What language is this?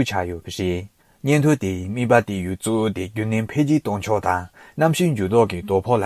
Tibetan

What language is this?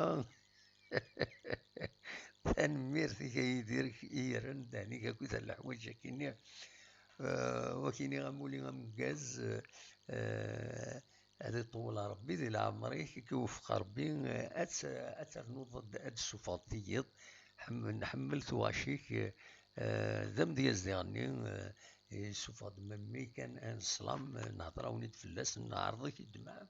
Kabyle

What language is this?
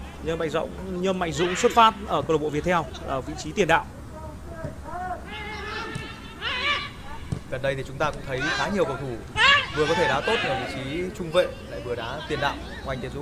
Vietnamese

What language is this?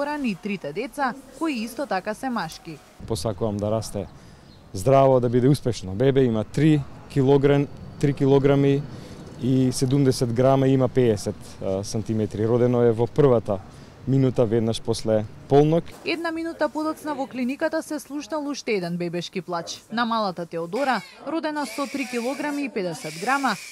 Macedonian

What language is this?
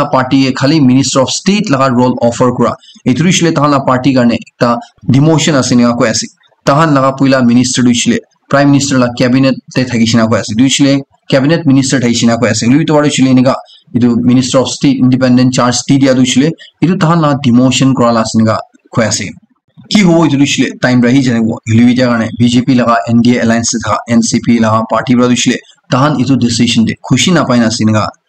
Naga Pidgin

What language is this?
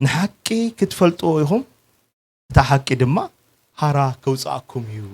Tigrinya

